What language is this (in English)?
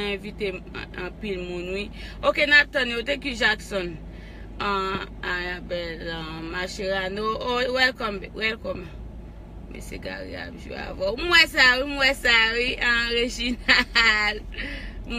Haitian Creole